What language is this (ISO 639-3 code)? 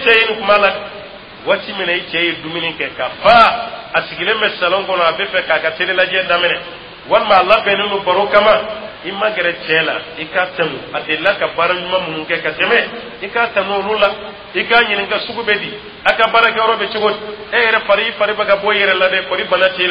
dyu